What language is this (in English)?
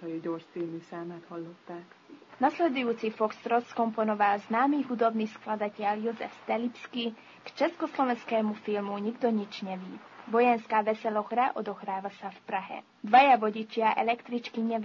Slovak